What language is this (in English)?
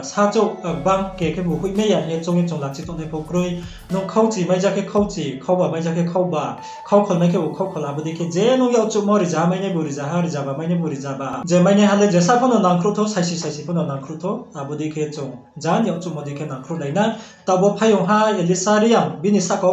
Riang (India)